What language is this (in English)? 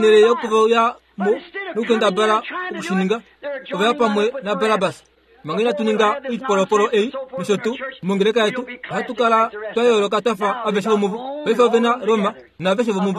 Kuanyama